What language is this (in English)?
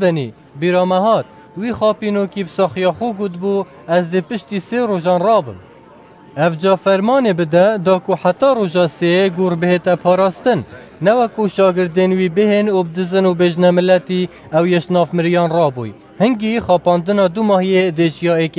Kurdish